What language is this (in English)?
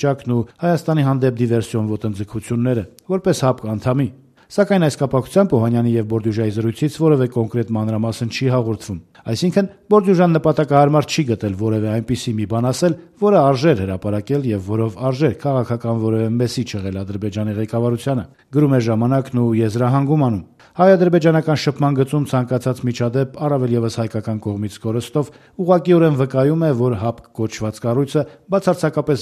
Armenian